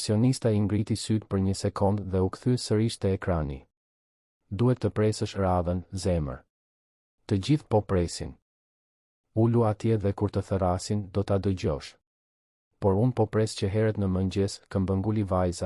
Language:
Albanian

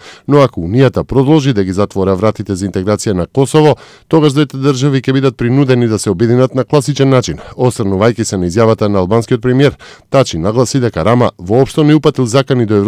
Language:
Macedonian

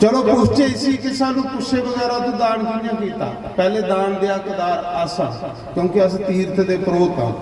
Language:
Dogri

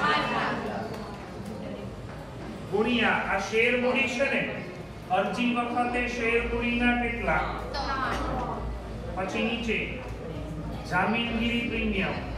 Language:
Gujarati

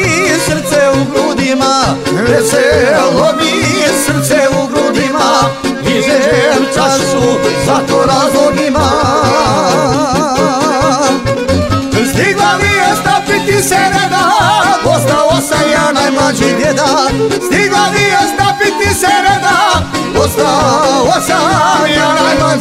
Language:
Croatian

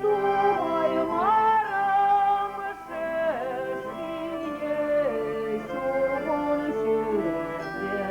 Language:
Chuvash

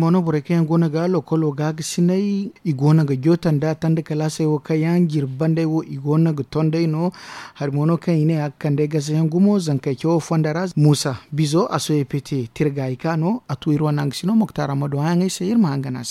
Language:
Zarma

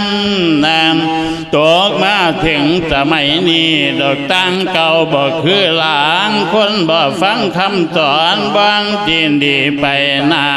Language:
Lao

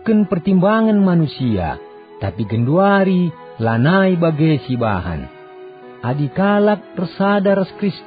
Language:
Batak Karo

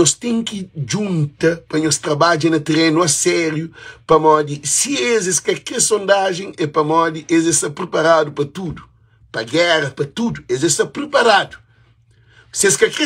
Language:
Kabuverdianu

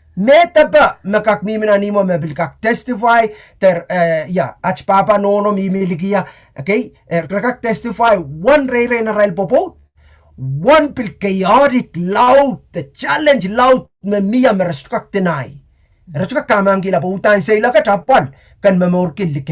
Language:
Pohnpeian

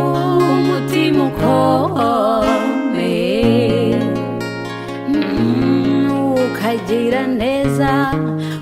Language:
Kinyarwanda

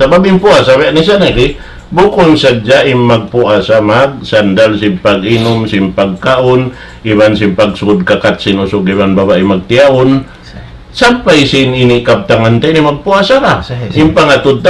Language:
Tausug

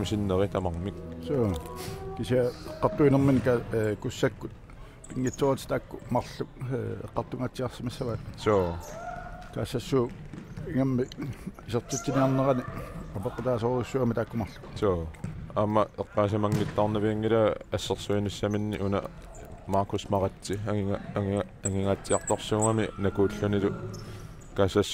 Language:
Kalaallisut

